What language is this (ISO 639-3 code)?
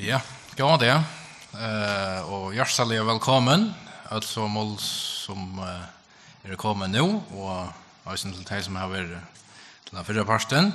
fao